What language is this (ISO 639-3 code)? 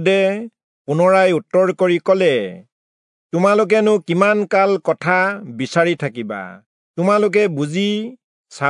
asm